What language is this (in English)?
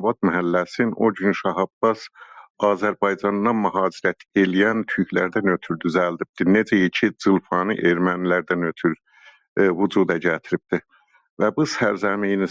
South Azerbaijani